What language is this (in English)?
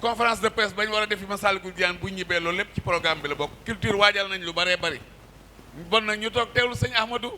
Wolof